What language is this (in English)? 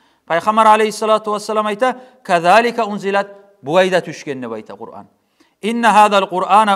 Kumyk